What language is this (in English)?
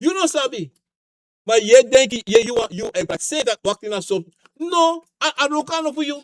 Sranan Tongo